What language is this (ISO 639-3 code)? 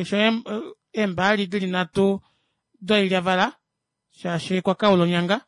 kua